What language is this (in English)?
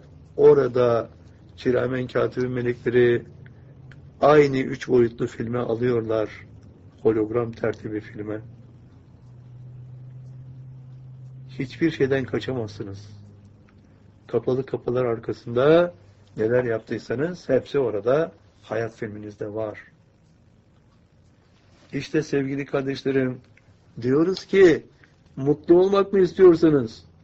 Turkish